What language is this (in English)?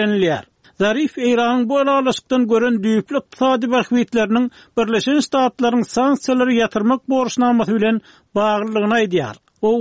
Turkmen